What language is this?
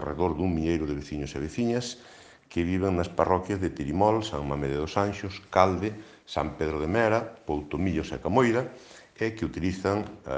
Galician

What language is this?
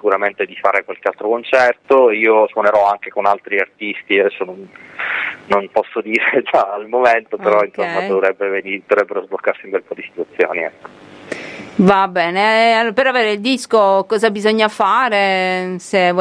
Italian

